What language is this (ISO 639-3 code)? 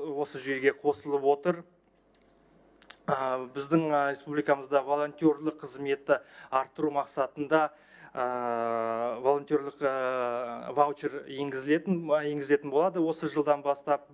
kaz